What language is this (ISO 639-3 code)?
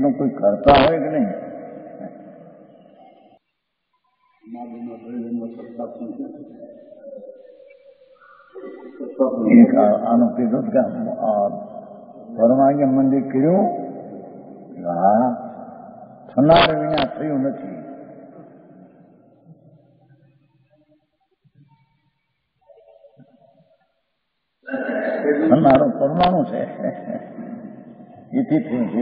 guj